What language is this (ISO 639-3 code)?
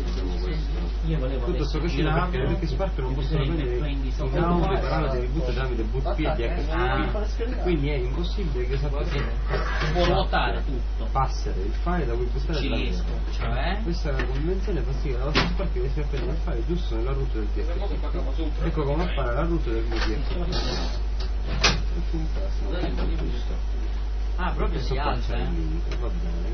ita